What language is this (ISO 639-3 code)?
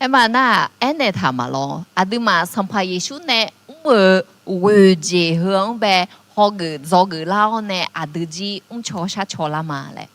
ahk